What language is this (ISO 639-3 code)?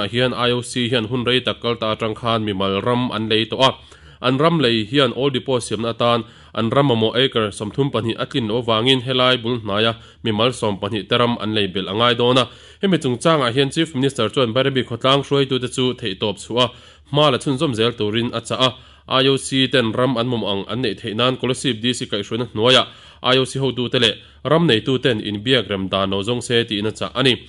lus